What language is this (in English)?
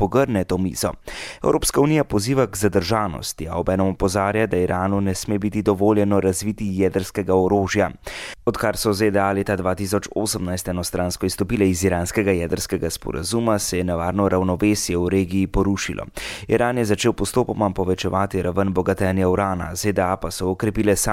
Slovenian